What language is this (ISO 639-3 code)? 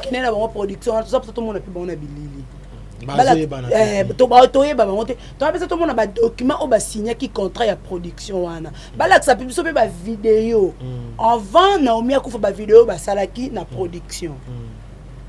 lin